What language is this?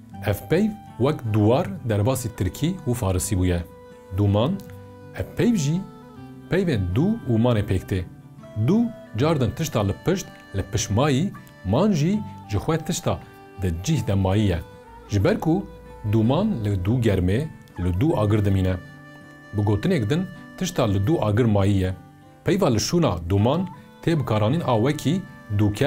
Kurdish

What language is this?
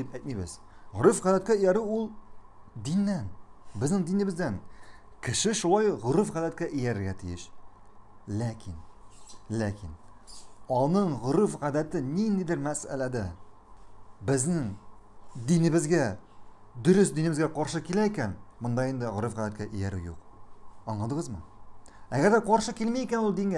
Tatar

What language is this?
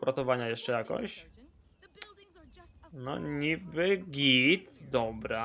Polish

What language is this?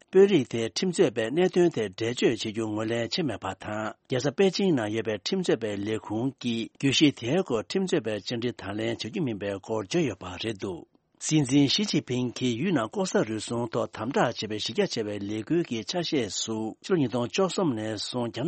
Tibetan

